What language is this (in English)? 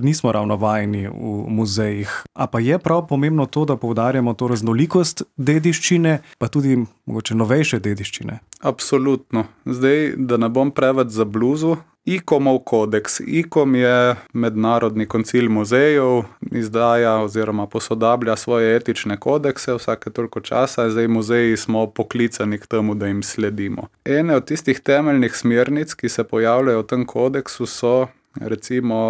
Slovenian